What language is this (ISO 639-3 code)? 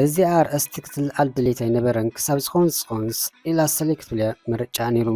tir